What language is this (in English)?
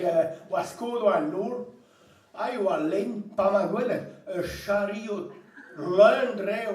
Breton